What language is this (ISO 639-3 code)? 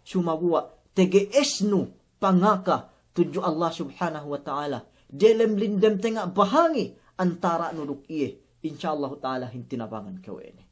yka